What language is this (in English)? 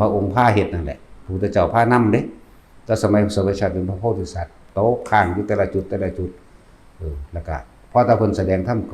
Northeastern Thai